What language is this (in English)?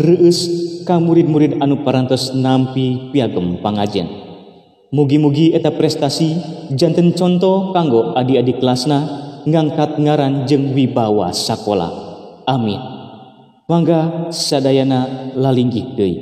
Sundanese